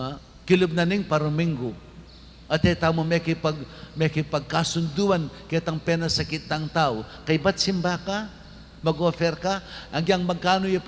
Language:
Pampanga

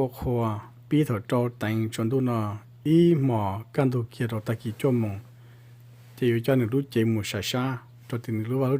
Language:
Hmong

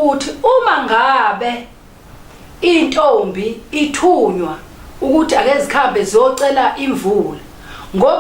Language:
Zulu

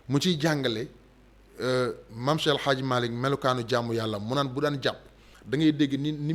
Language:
Wolof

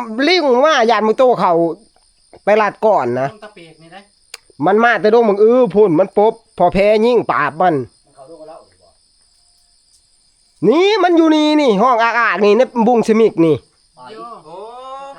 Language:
Northeastern Thai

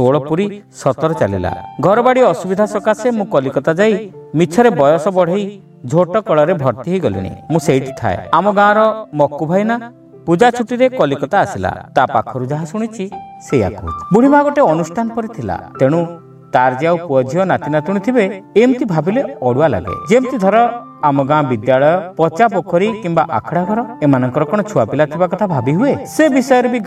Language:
Odia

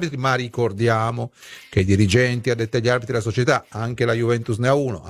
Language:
Italian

